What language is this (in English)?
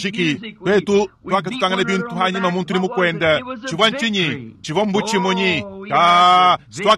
Luba-Lulua